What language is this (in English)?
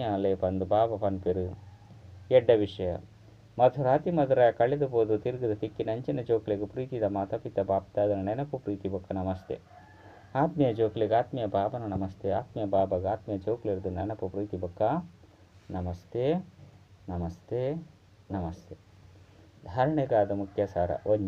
Tulu